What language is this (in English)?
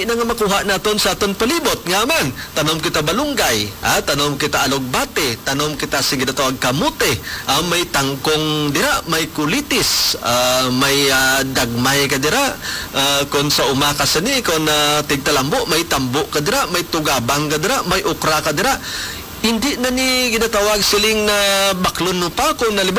Hiligaynon